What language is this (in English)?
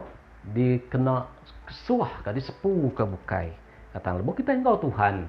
Iban